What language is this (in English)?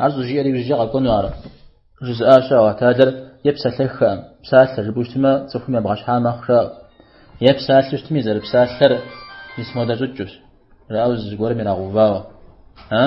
Kabardian